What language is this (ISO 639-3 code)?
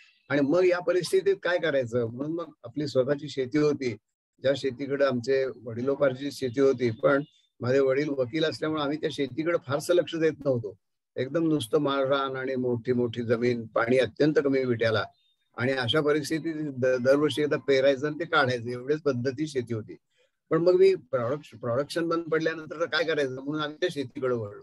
mar